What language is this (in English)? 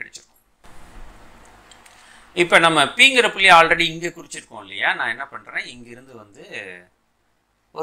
Tamil